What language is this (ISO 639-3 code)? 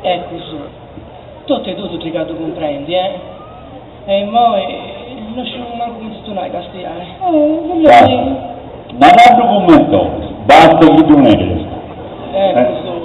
srd